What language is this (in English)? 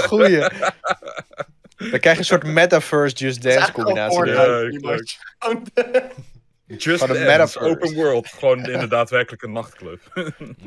Dutch